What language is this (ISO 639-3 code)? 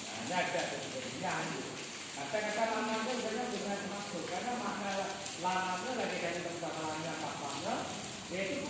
ace